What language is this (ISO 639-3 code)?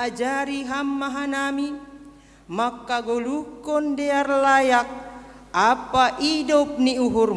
bts